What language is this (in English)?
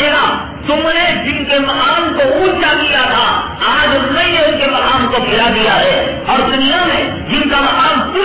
Urdu